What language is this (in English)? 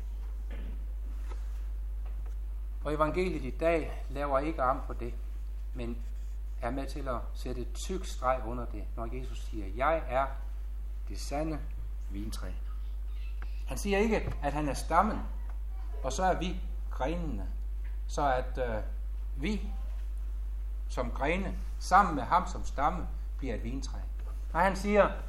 Danish